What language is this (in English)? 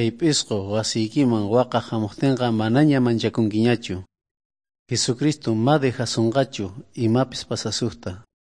South Bolivian Quechua